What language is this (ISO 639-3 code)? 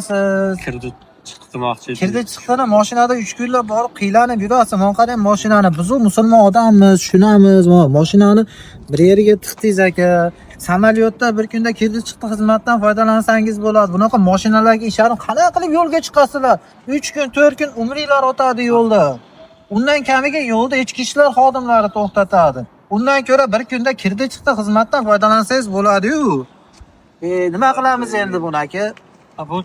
uzb